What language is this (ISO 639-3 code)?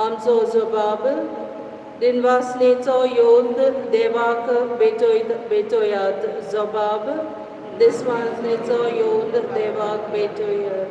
kok